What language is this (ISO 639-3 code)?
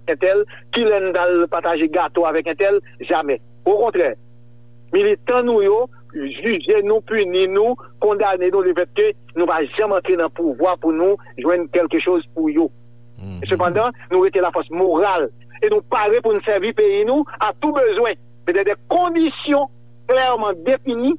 hat